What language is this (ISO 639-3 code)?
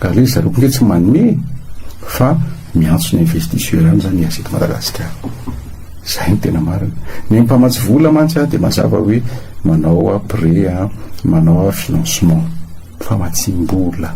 mlg